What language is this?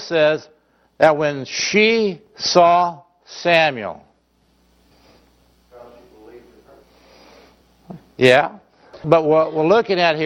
English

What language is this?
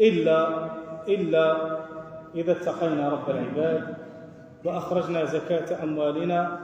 Algerian Arabic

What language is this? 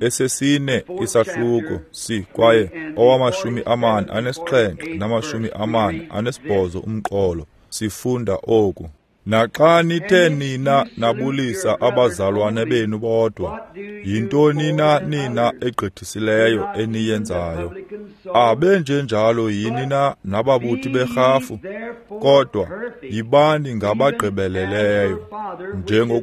Xhosa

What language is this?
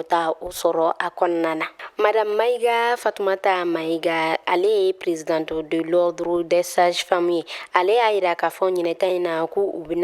Bambara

